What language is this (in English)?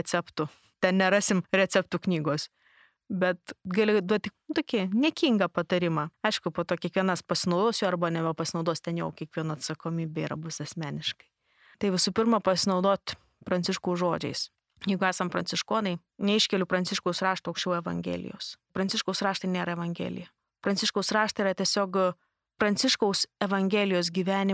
Lithuanian